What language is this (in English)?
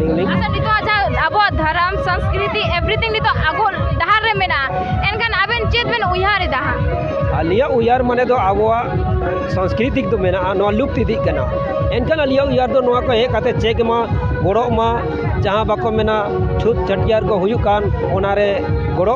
Santali